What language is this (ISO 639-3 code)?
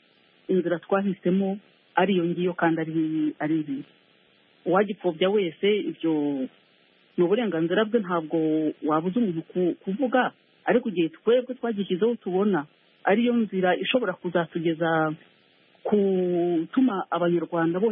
kin